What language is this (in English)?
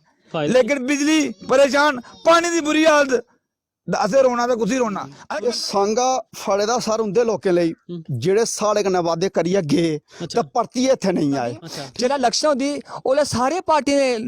Dogri